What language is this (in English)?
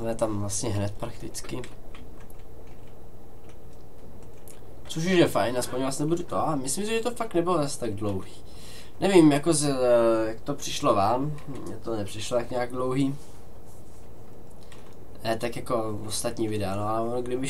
Czech